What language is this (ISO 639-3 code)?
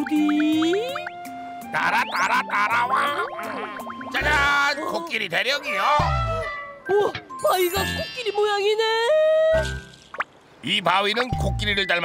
kor